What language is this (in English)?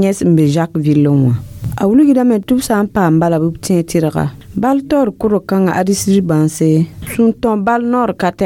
Mossi